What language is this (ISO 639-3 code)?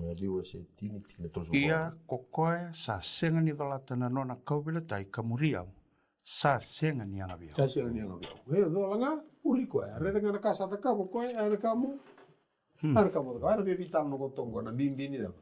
fij